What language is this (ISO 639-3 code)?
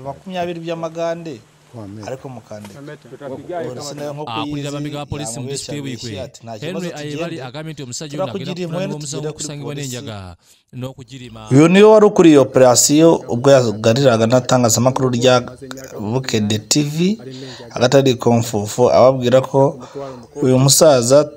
kin